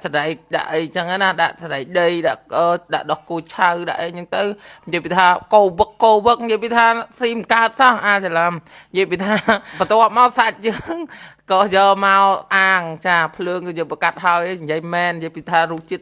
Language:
Khmer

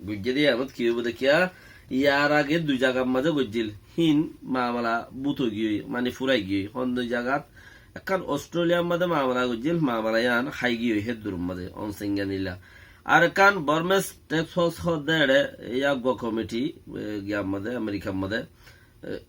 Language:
Rohingya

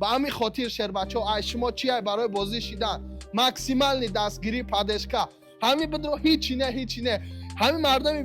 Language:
Tajik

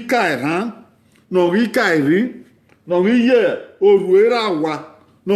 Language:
Bini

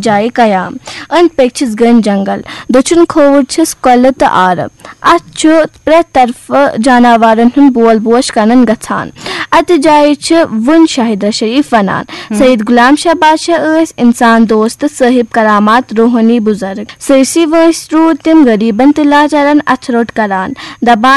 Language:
Kashmiri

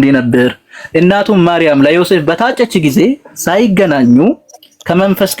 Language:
Amharic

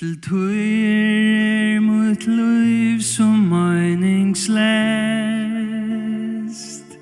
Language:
Faroese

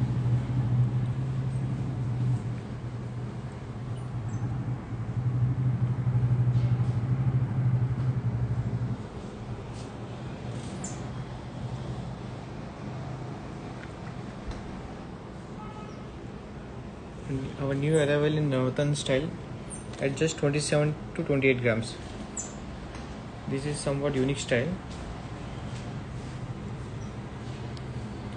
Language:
English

